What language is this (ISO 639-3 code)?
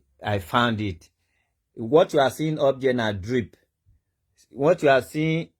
pcm